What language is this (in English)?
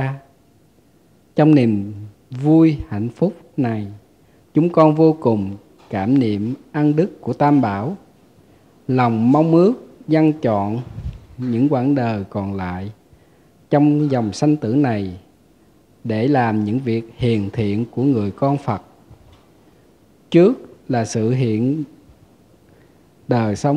Vietnamese